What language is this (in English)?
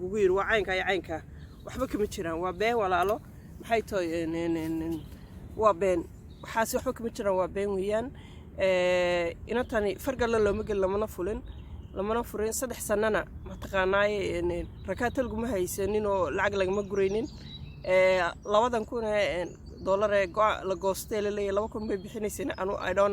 Somali